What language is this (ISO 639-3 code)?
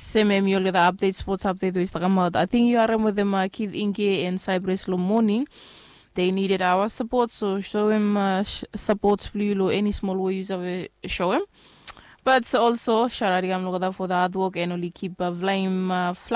bis